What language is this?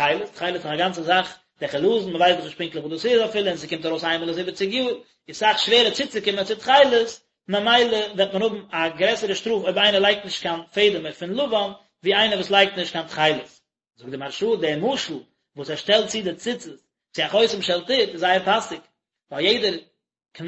Yiddish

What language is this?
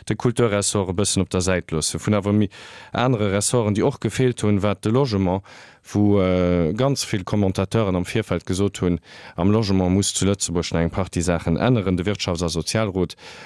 Luxembourgish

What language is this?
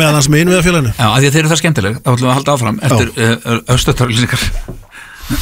Icelandic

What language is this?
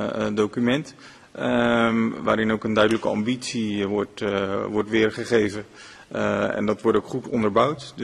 Dutch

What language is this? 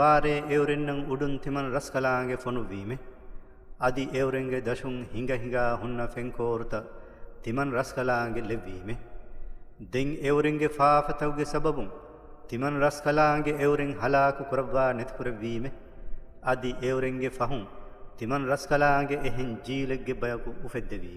Divehi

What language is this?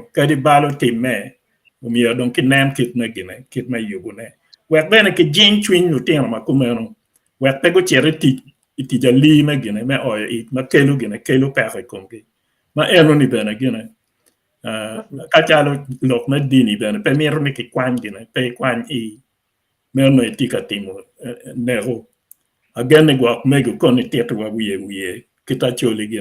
Acoli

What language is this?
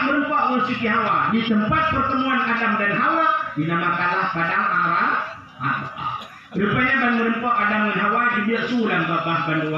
Achinese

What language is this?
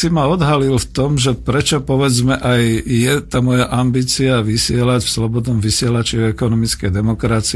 Slovak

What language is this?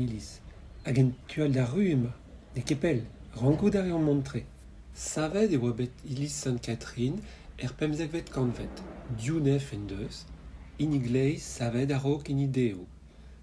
Breton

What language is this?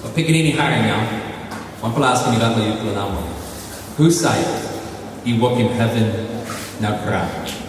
Tok Pisin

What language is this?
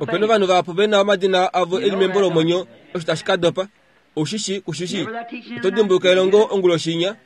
Kuanyama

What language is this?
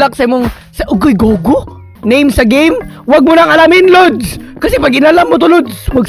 Cebuano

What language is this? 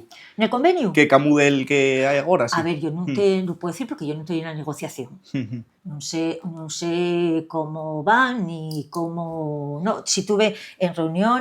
Asturian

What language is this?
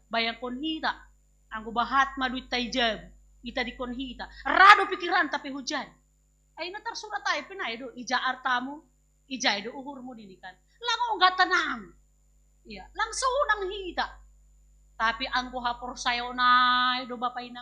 Batak Simalungun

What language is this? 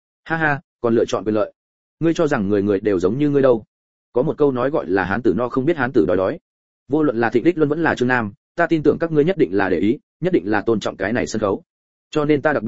Vietnamese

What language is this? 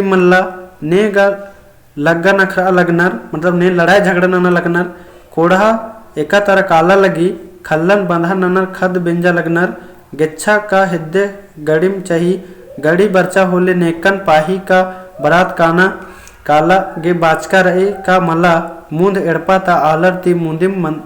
Kurukh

